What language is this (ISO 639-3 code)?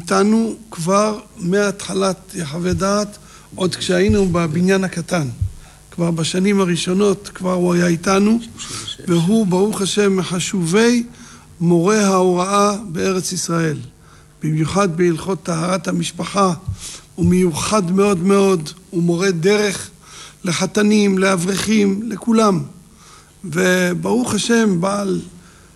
heb